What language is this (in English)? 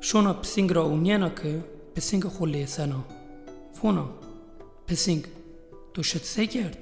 Zaza